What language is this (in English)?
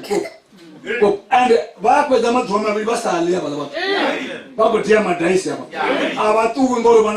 Venda